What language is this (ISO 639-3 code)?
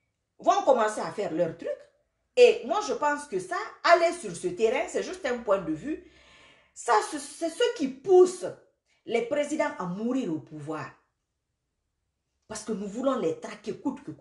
fra